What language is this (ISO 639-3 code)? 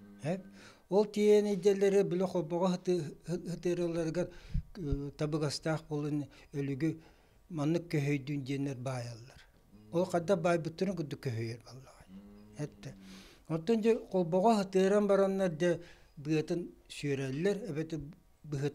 sah